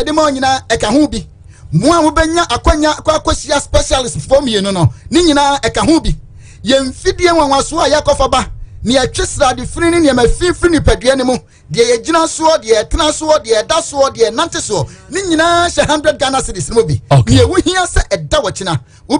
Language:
Akan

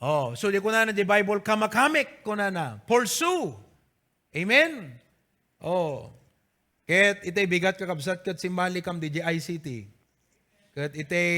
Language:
Iloko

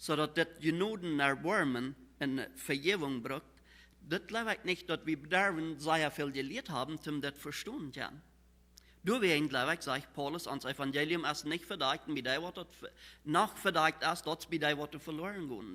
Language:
Plautdietsch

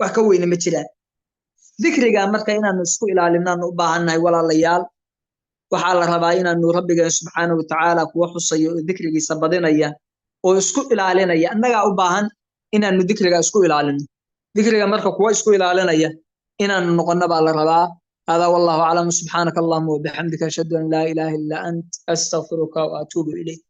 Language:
Somali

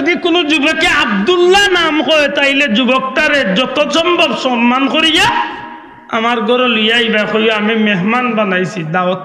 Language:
Sylheti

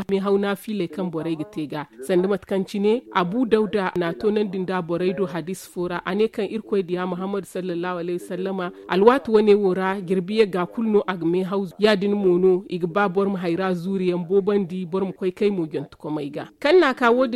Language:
Zarma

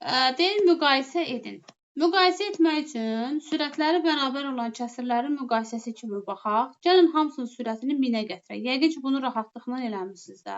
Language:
Azerbaijani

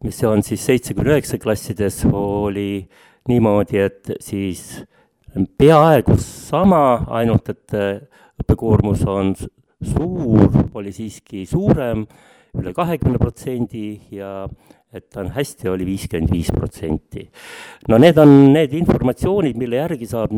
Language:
Estonian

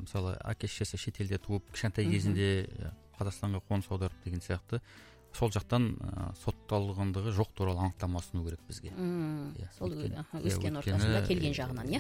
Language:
Kazakh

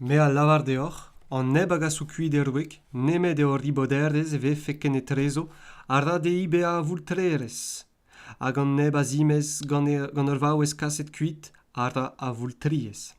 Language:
Breton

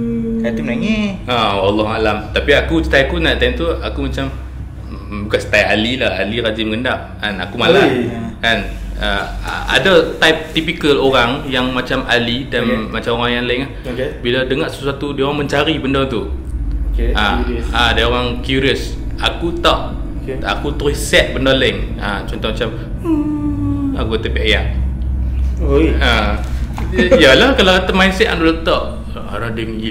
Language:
Malay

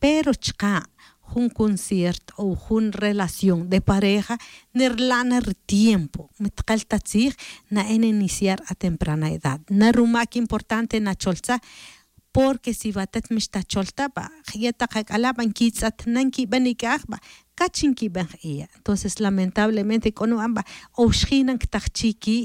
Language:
Tz'utujil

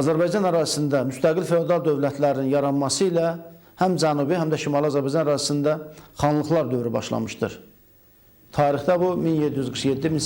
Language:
Azerbaijani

